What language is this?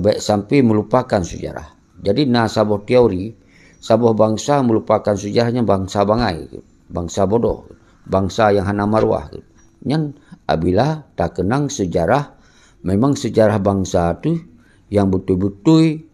Achinese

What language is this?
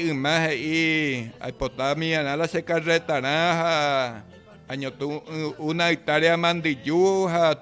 Guarani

